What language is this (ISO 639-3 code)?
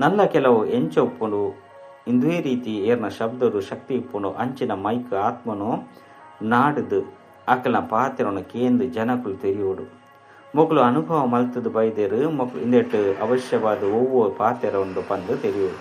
tcy